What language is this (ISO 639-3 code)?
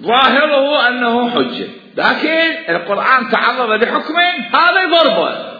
acm